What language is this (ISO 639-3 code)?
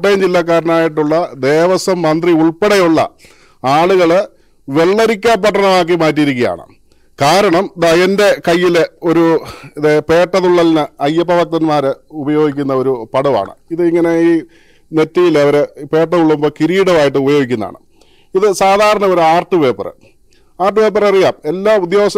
mal